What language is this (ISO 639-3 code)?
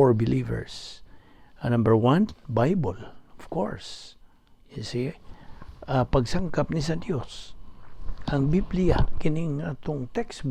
ceb